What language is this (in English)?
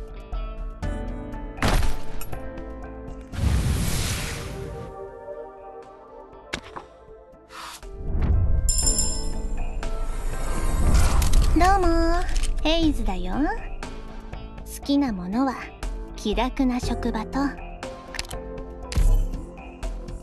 Japanese